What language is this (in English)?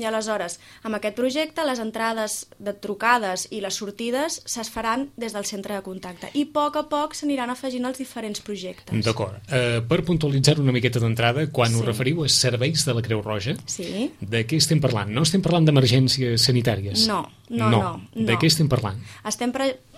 Catalan